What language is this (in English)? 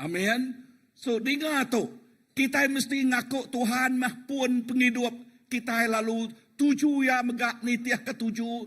Iban